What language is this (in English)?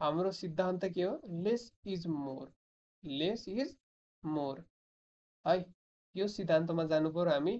Nepali